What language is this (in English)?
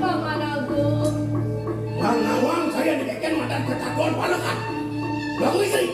Balinese